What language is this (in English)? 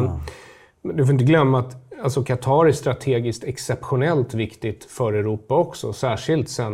Swedish